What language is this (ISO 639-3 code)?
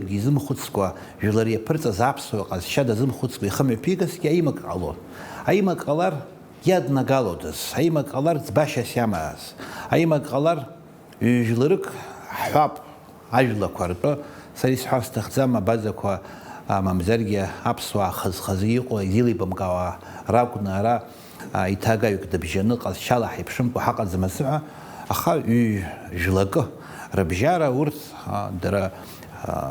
abk